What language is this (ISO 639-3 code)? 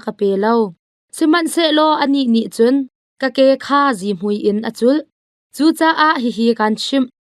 cnh